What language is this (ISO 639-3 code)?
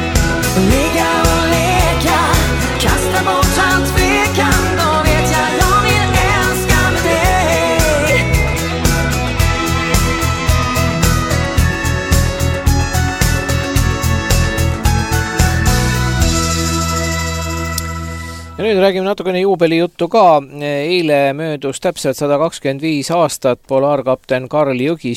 est